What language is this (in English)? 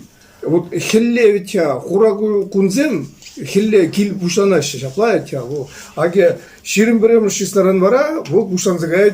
Chuvash